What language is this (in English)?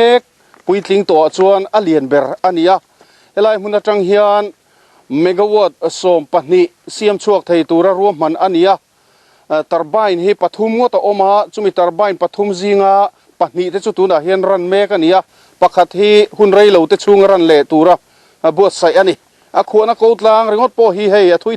Mizo